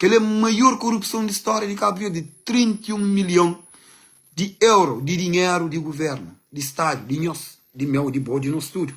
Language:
Kabuverdianu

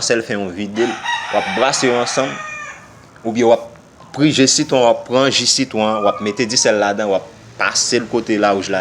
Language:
Haitian Creole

